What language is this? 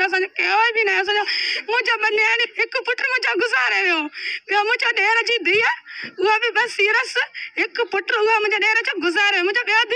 Sindhi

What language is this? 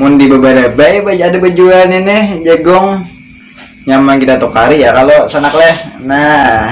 Banjar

